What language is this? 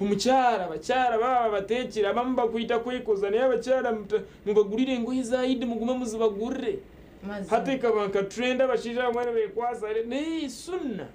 Nyankole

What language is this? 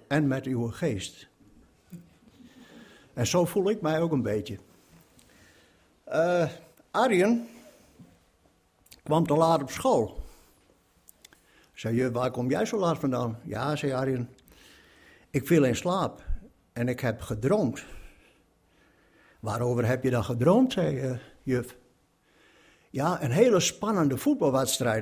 Dutch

